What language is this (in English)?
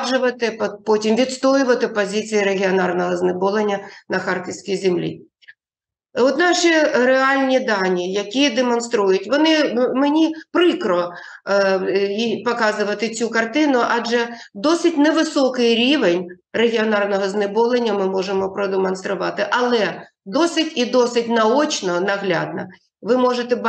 Ukrainian